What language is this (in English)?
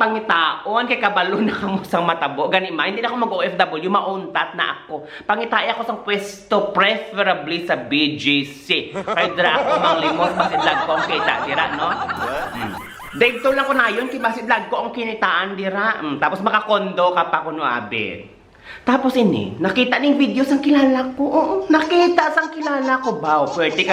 Hiligaynon